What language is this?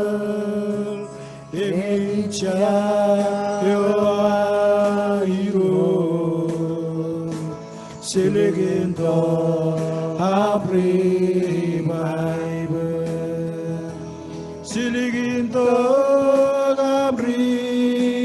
Marshallese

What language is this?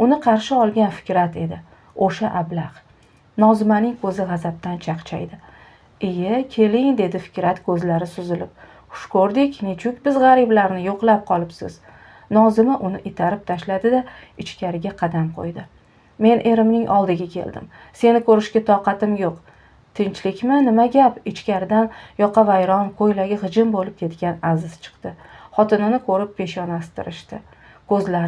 Uzbek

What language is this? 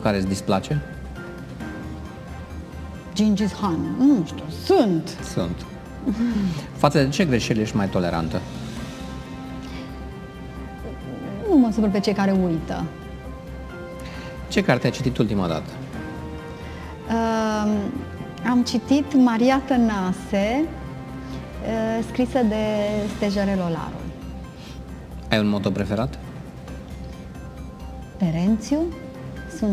Romanian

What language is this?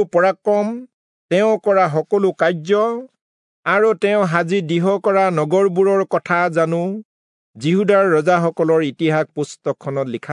Assamese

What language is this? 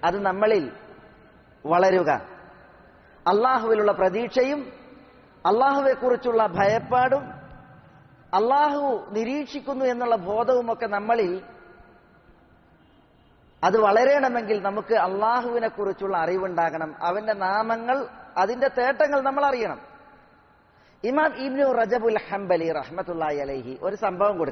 Malayalam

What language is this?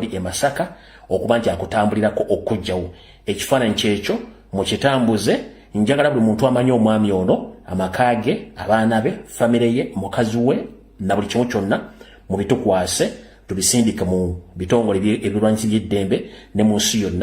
Ganda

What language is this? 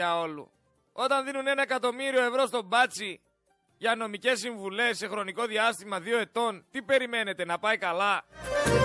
Greek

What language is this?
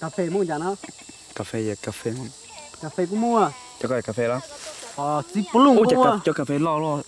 Hmong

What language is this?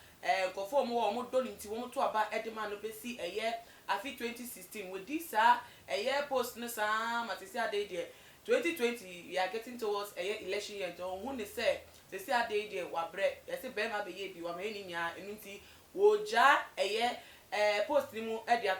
Akan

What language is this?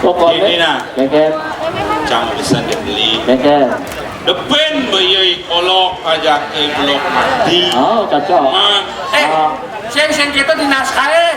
Balinese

